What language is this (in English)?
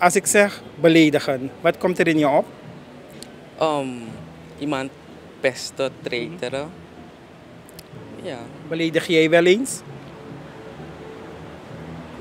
Dutch